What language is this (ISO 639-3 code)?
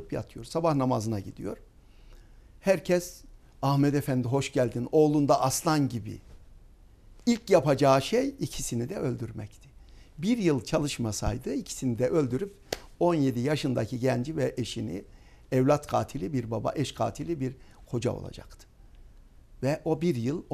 tur